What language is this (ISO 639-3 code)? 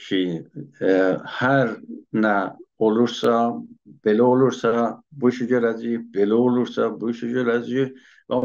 azb